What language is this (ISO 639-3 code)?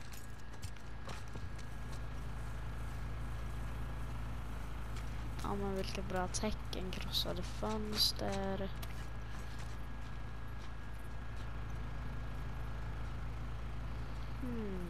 swe